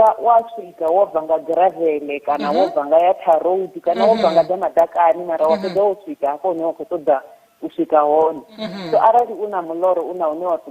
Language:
Venda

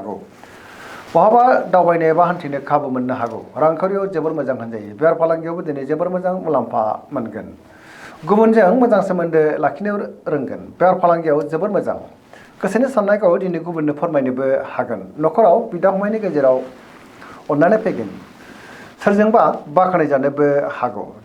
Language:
Bodo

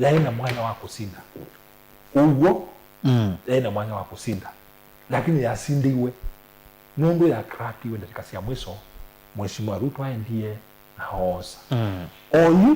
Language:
Kamba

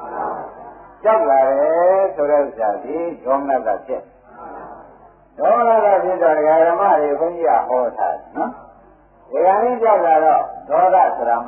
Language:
Burmese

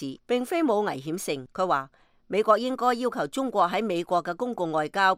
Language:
Cantonese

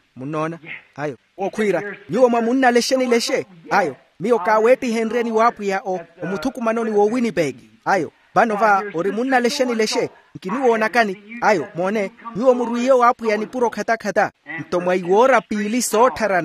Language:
Makhuwa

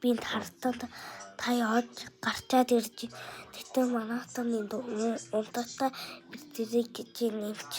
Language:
Mongolian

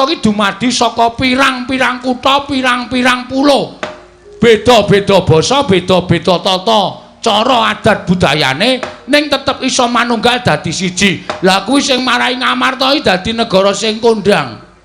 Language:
Javanese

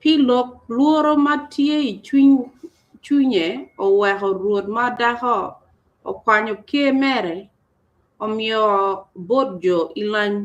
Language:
Acoli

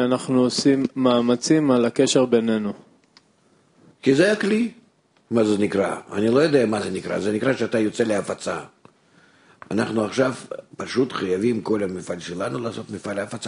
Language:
Hebrew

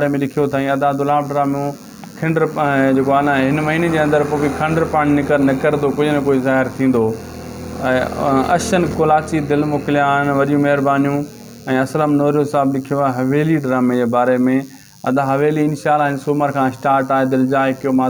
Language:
Sindhi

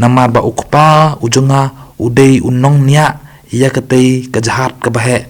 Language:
Khasi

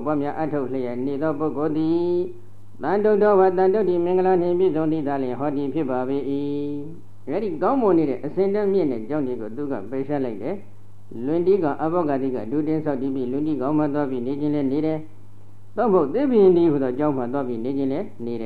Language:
Burmese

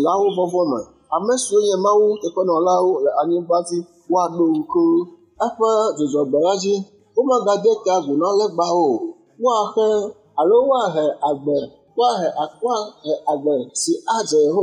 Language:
Ewe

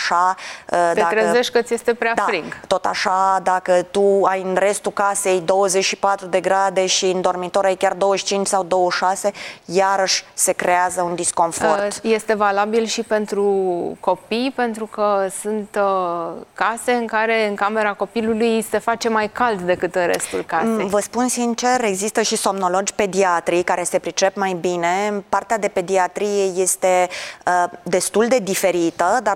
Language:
Romanian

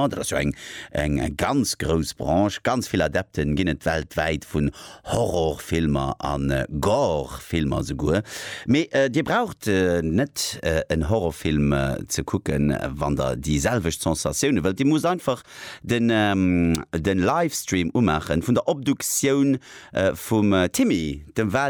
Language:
Luxembourgish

